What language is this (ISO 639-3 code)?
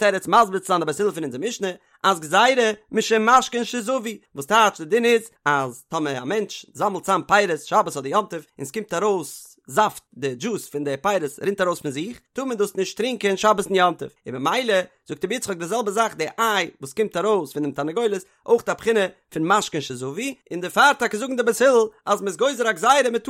yid